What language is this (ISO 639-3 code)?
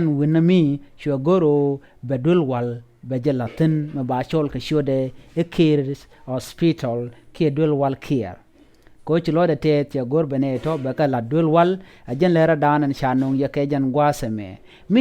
nus